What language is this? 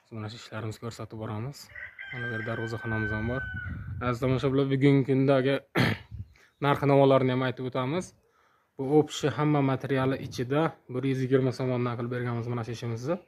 Uzbek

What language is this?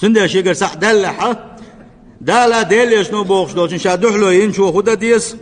Chechen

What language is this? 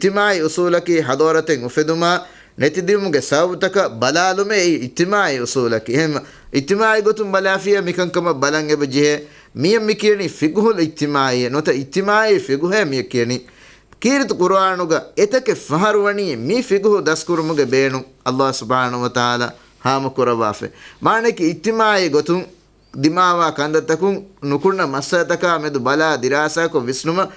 Divehi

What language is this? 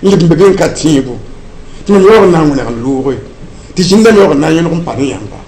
Mossi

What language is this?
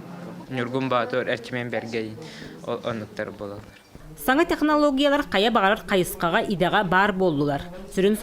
Yakut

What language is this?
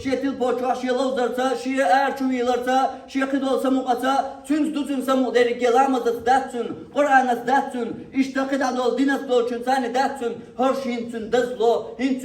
Chechen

